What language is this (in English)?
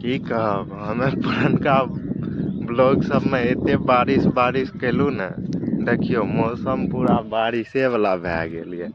Maithili